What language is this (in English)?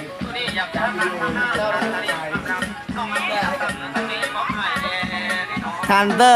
Lao